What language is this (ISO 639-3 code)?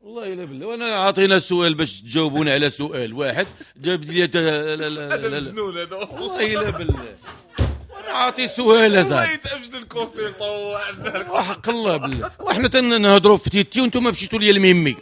ary